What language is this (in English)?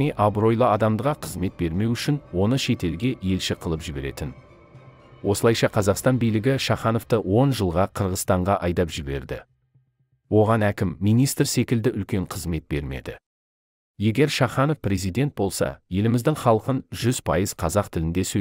Kazakh